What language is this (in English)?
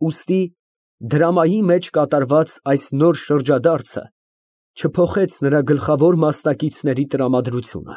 Armenian